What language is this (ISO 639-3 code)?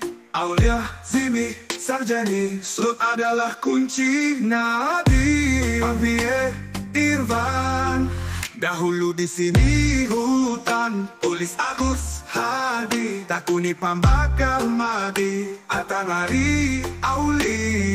bjn